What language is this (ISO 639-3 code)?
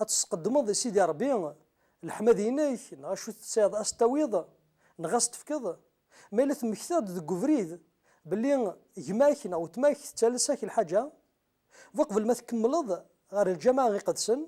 kab